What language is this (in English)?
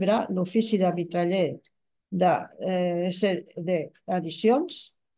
Catalan